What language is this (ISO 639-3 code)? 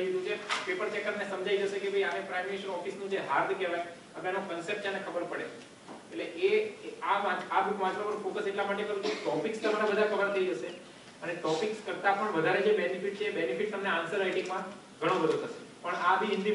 guj